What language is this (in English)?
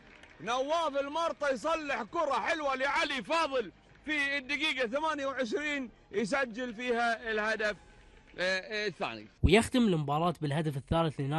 Gulf Arabic